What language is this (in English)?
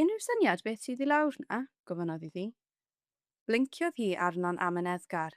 Welsh